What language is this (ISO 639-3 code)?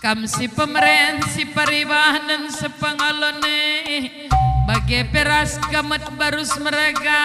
btx